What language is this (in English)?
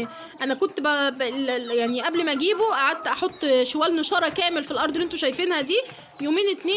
Egyptian Arabic